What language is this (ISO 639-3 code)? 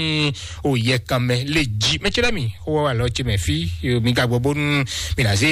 fon